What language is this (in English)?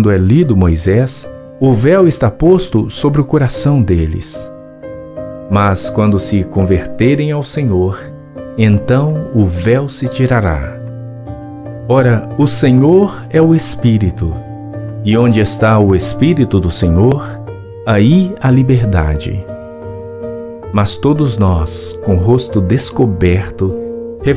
Portuguese